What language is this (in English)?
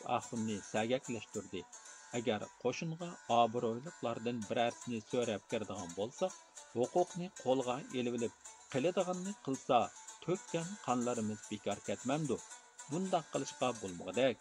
Uyghur